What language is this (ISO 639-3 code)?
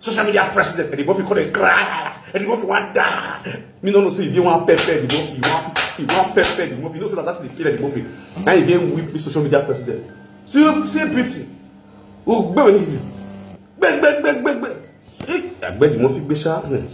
pcm